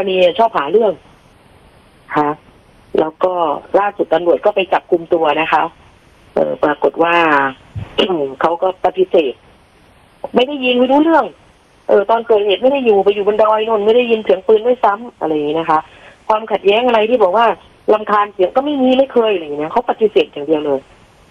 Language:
Thai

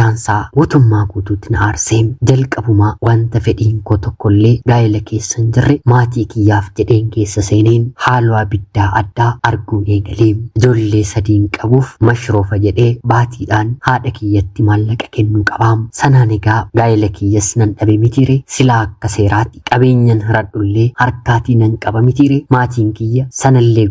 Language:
Oromo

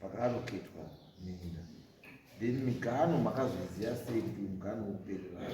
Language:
Shona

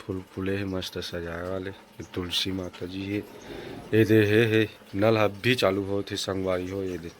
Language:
Chhattisgarhi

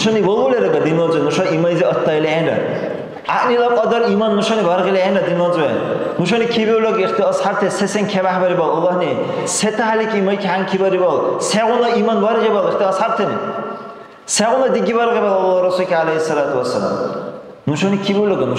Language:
Dargwa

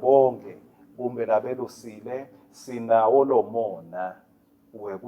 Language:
Swati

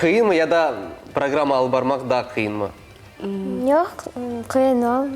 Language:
Crimean Tatar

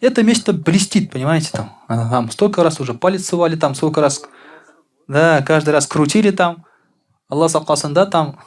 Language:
Tatar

